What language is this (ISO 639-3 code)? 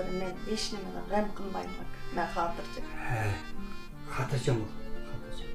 uig